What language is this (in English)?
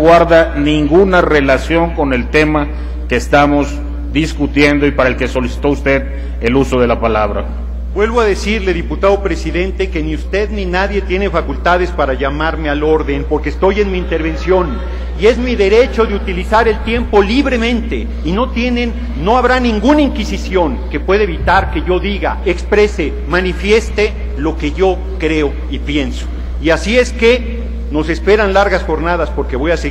Spanish